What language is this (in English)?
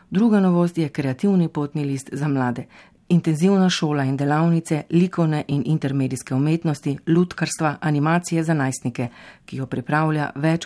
Slovenian